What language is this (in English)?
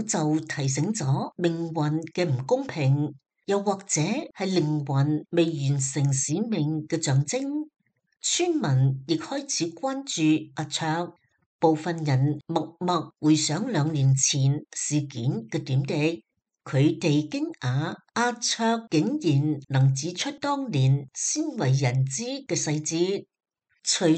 Cantonese